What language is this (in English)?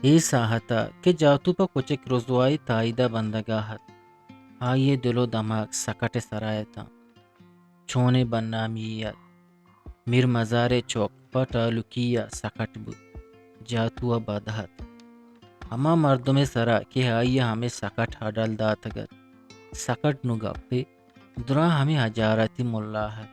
Eastern Balochi